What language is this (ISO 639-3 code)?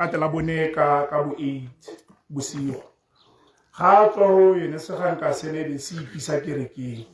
tsn